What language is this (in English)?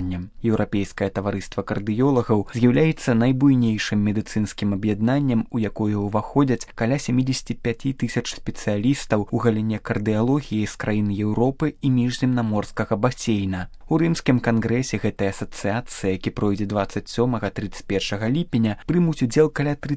Belarusian